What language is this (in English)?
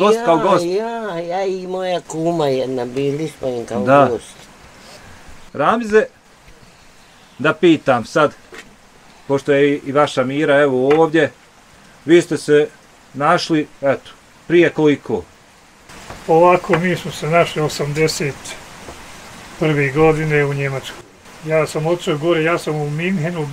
Bosnian